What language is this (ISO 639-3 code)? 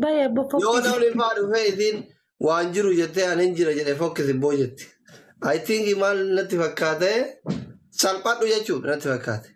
orm